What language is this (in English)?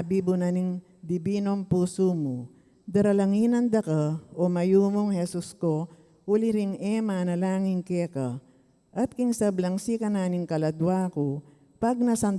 Pampanga